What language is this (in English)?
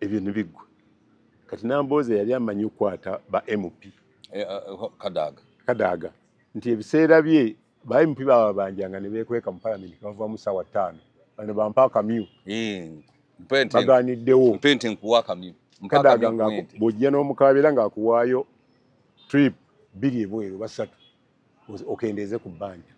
Ganda